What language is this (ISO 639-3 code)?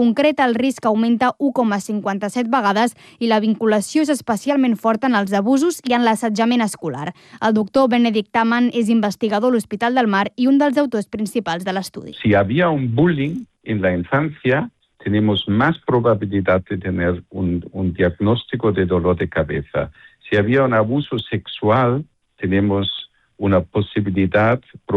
cat